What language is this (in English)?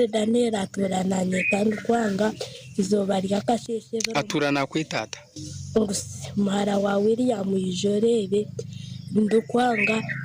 Nyankole